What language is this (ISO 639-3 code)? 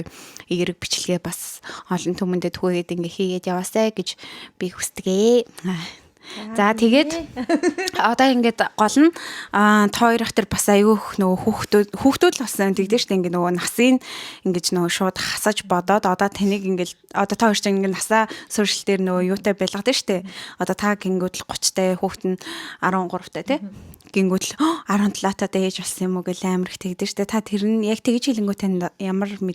mon